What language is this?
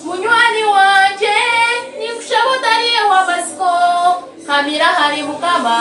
Nyankole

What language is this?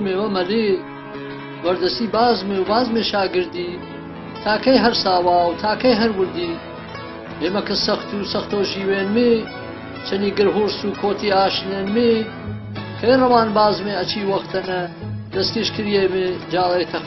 Gurani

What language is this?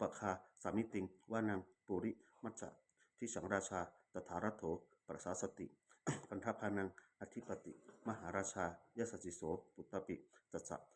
Pali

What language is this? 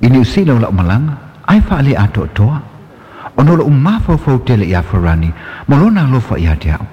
Samoan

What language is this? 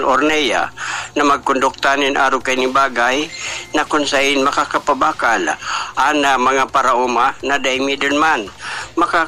Bikol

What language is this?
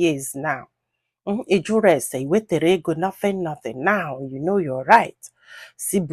Igbo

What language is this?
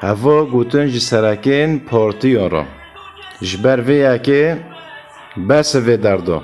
Kurdish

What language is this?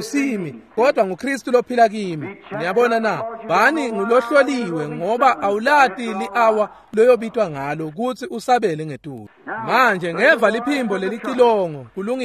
Swati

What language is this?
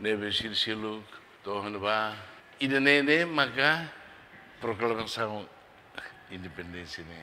Tetum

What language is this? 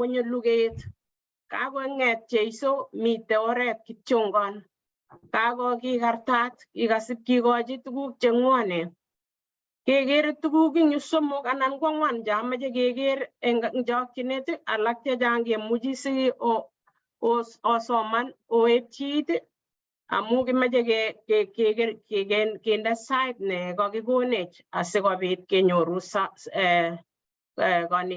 Kalenjin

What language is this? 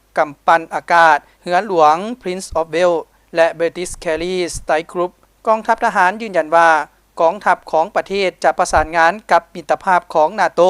Lao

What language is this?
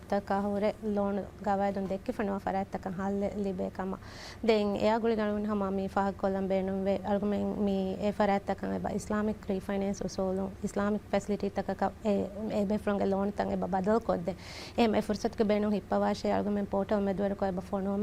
Divehi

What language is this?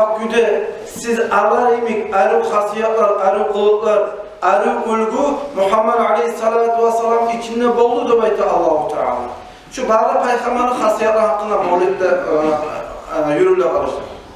Kumyk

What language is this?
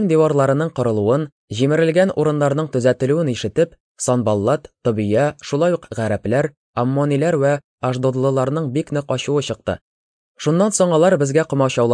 Tatar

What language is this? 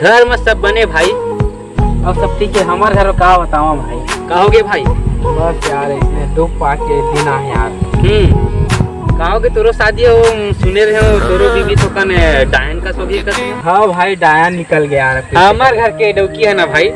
Chhattisgarhi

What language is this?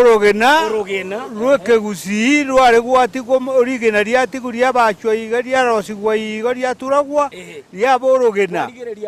Gusii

